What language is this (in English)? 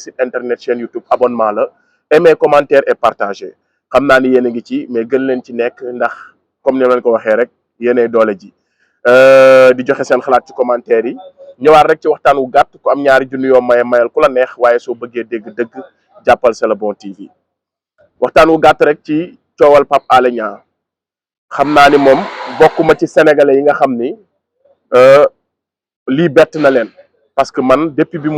Wolof